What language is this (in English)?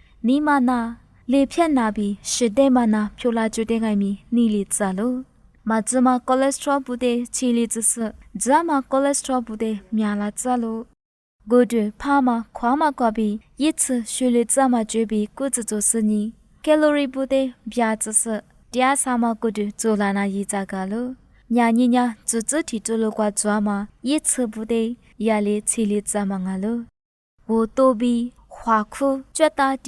Lisu